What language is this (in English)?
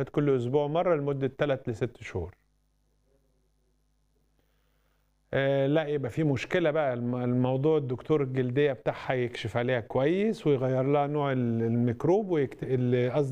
Egyptian Arabic